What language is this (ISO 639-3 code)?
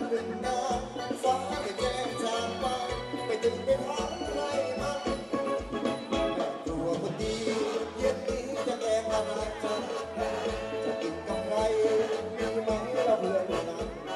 tha